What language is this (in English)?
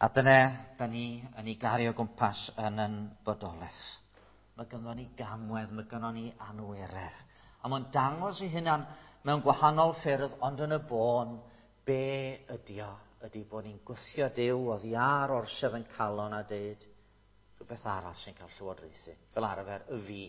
Welsh